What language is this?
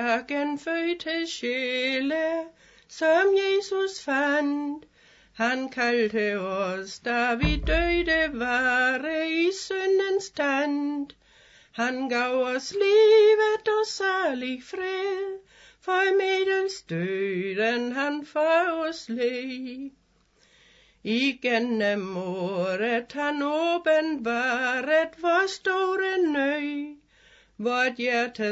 Danish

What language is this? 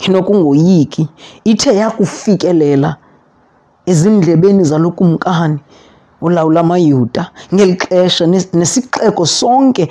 Xhosa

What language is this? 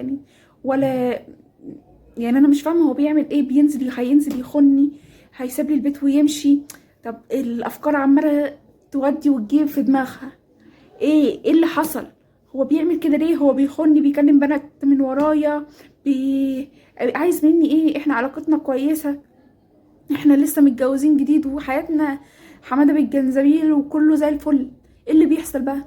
Egyptian Arabic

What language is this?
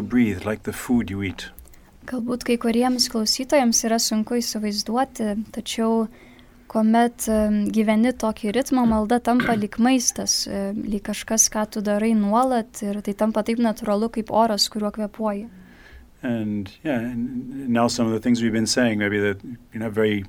Lithuanian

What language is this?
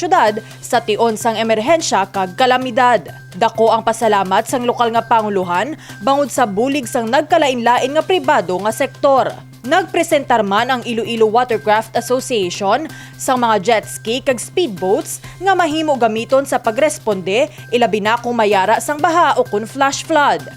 Hiligaynon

